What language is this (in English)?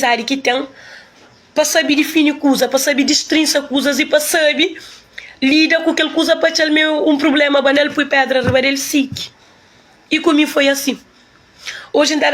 Kabuverdianu